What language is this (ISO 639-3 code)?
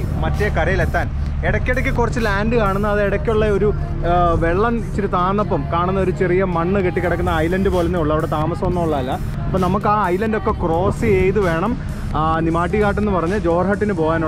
mal